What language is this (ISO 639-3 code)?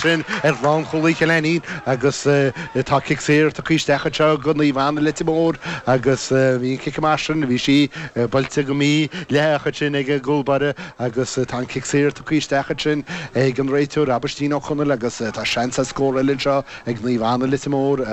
gle